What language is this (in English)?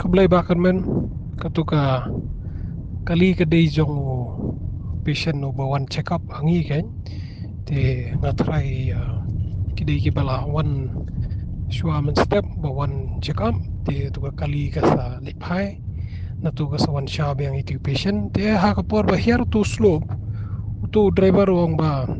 Khasi